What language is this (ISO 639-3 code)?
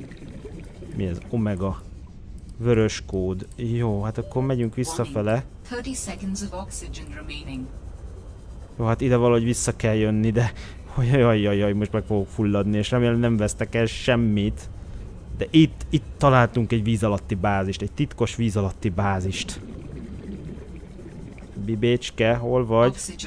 hun